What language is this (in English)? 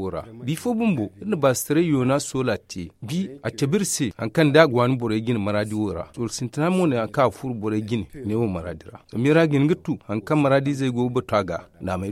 Zarma